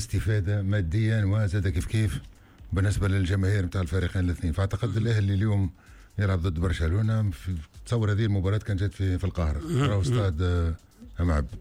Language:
Tunisian Arabic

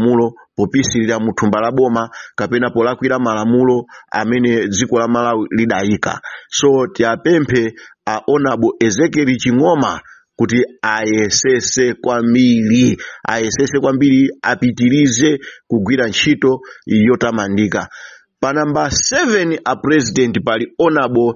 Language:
Nyanja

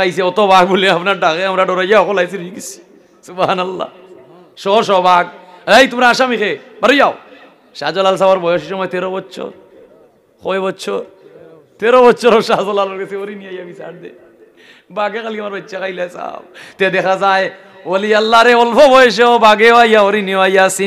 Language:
Sylheti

